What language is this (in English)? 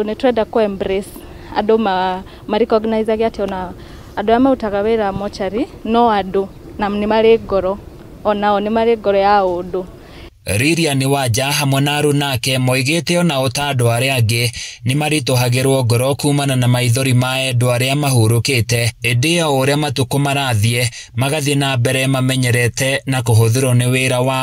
Kikuyu